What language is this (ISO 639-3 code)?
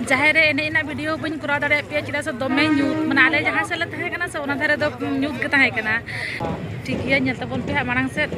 sat